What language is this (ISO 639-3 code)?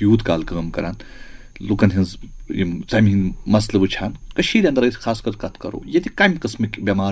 kas